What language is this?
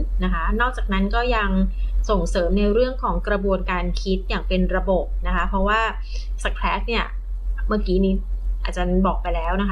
Thai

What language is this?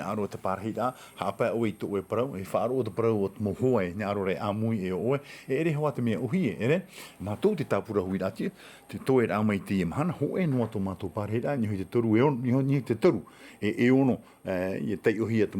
Tahitian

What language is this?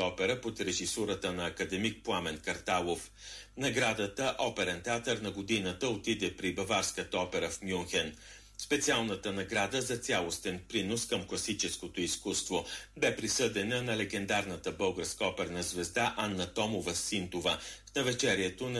Bulgarian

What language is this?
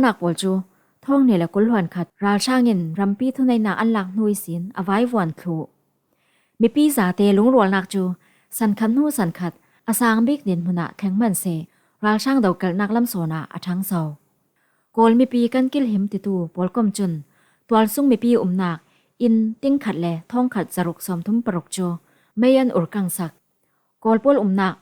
Falam Chin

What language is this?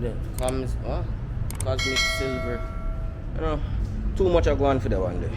Jamaican Creole English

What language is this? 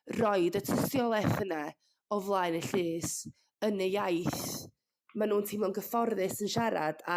Welsh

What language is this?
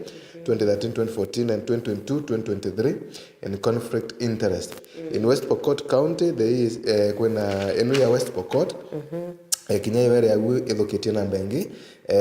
Meru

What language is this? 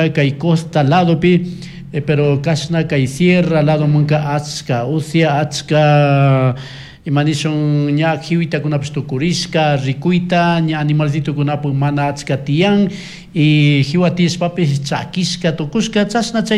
Chimborazo Highland Quichua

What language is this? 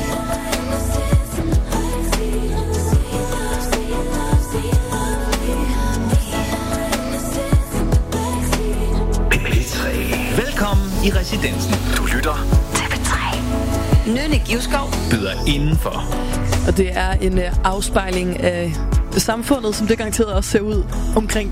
Danish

